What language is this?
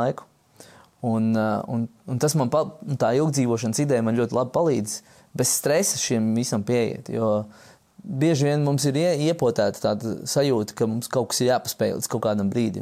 Latvian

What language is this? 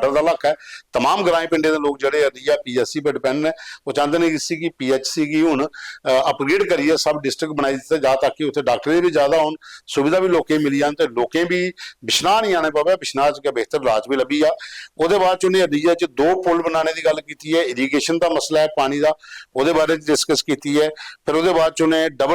Dogri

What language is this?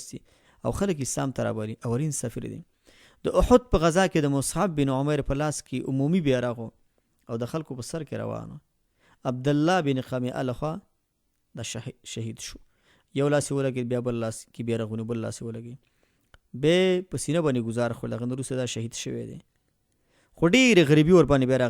Pashto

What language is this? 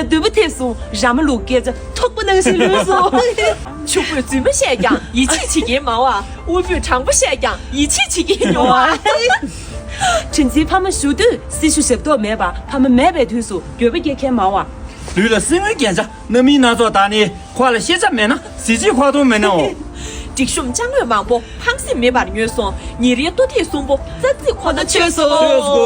Tibetan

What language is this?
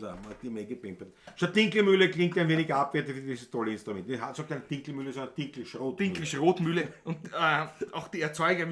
Bavarian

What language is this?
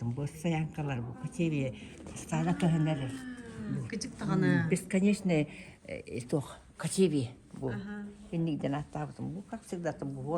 Yakut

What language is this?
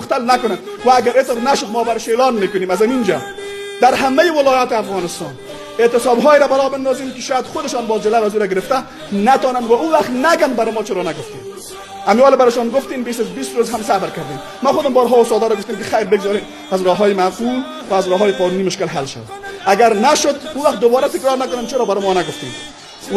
Persian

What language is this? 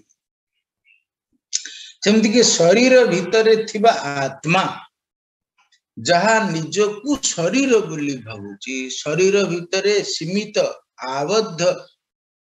Odia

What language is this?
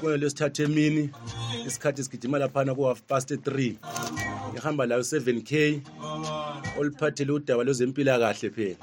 North Ndebele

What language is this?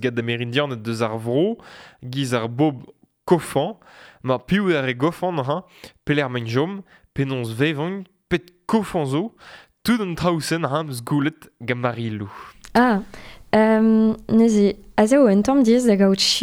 Breton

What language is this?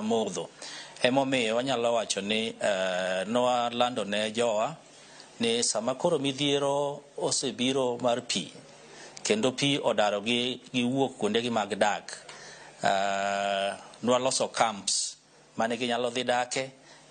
Luo (Kenya and Tanzania)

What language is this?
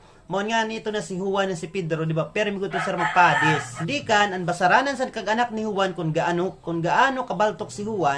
Waray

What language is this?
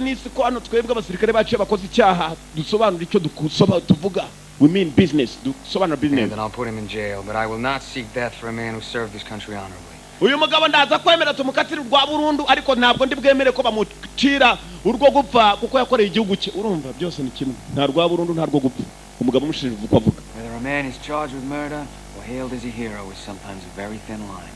Kinyarwanda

